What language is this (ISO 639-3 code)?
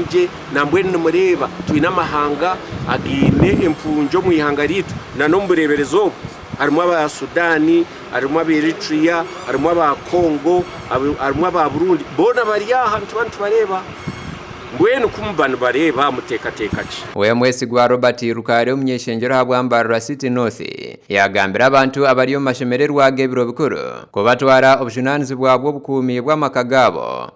nyn